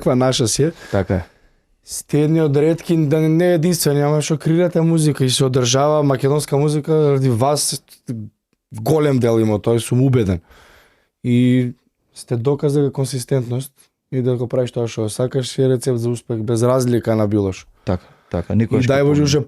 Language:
Macedonian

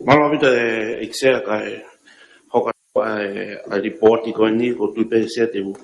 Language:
Tongan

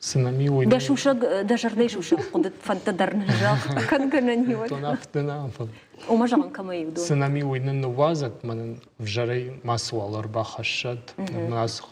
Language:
Ossetic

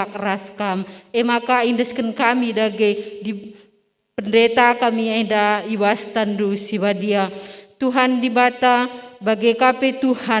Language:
Batak Karo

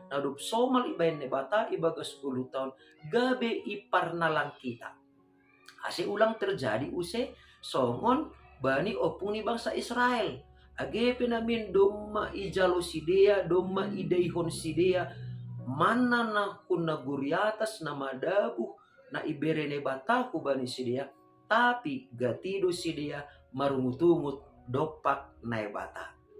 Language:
Batak Simalungun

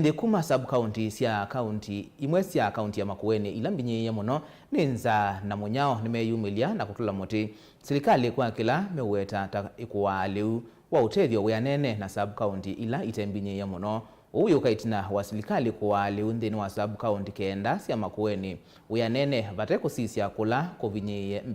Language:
Kamba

